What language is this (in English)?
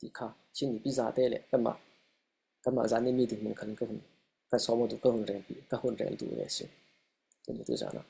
Falam Chin